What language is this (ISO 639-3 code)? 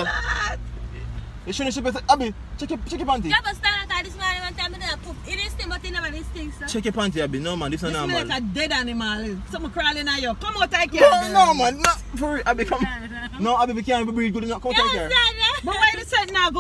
jam